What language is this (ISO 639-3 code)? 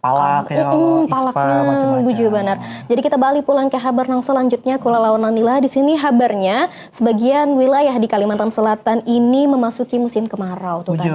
bjn